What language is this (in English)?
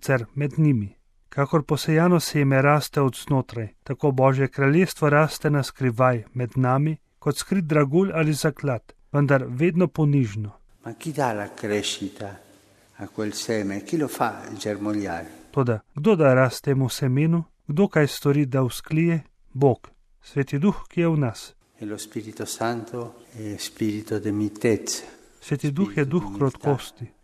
Slovenian